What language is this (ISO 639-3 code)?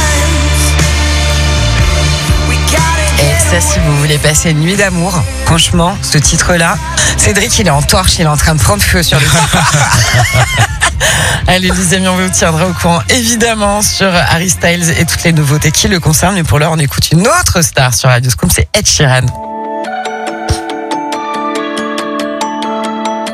fra